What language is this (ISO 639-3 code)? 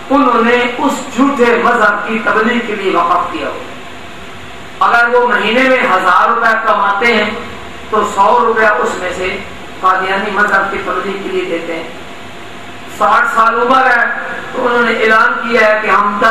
urd